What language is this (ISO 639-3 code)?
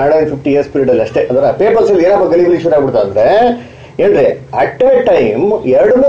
kan